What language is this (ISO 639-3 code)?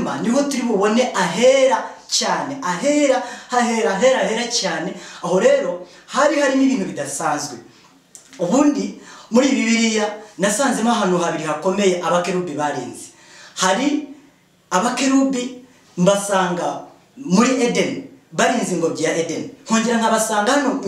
kin